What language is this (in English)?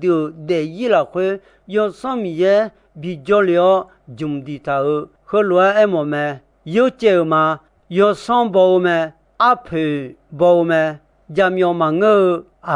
Akha